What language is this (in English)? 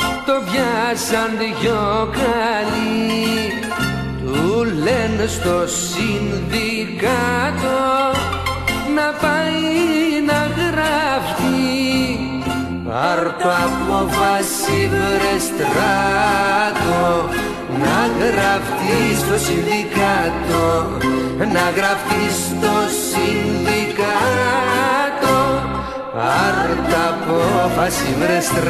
Greek